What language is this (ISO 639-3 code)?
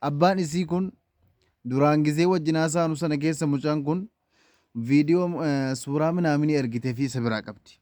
orm